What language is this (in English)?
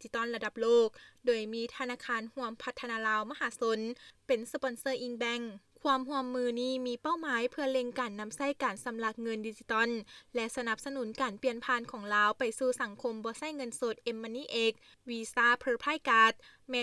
Lao